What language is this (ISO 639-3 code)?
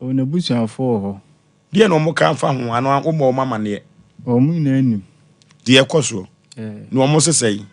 aka